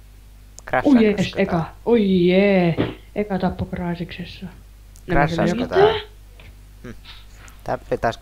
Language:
Finnish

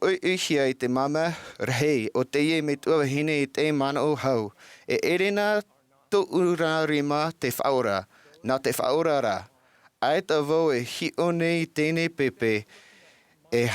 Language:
Tahitian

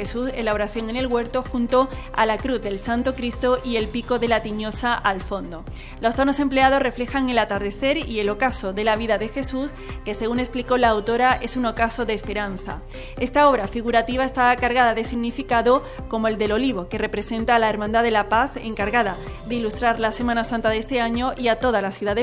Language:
Spanish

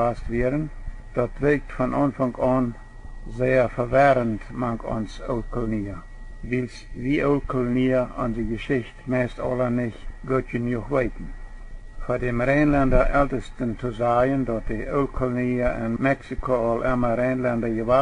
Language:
Plautdietsch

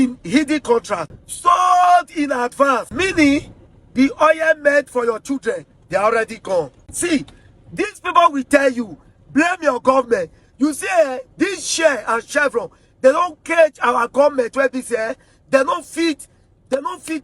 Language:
Nigerian Pidgin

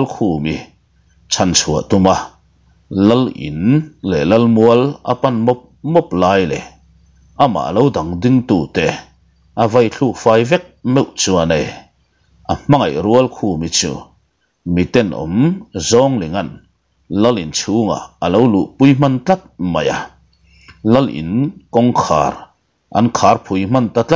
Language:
Mizo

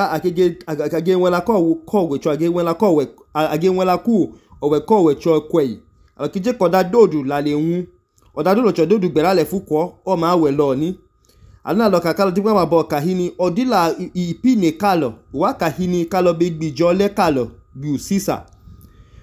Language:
Idoma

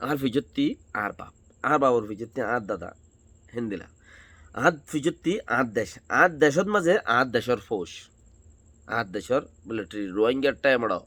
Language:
Rohingya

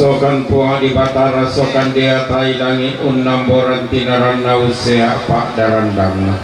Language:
Toraja-Sa'dan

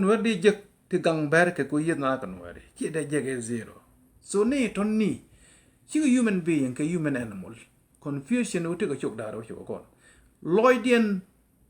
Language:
Nuer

